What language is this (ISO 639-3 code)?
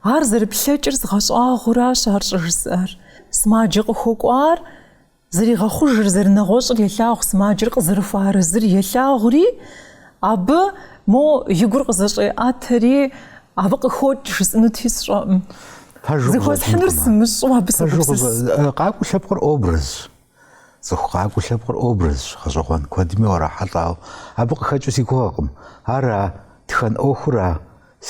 kbd